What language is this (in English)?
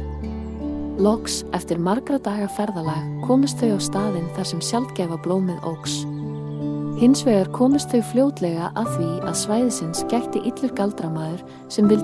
Icelandic